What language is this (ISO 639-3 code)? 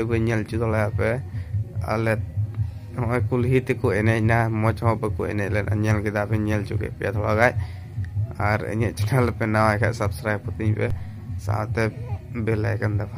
sat